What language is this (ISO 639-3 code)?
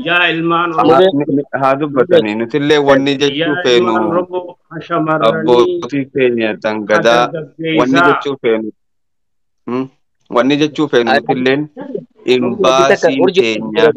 orm